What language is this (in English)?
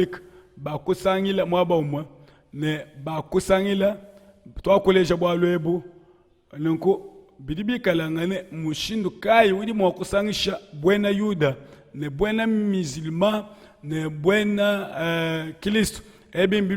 Luba-Lulua